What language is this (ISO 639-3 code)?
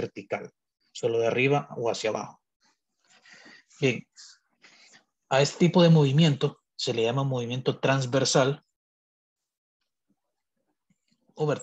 spa